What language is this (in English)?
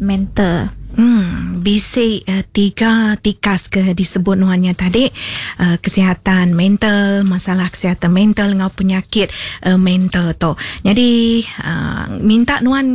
Iban